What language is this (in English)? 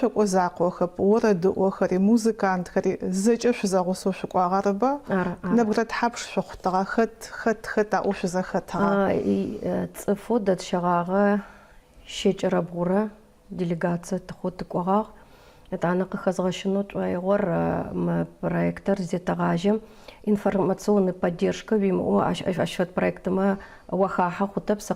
Adyghe